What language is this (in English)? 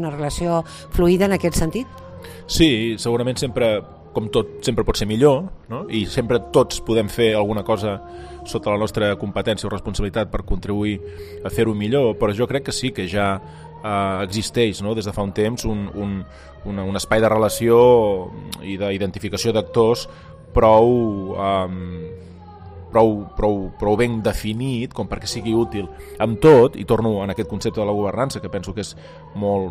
Catalan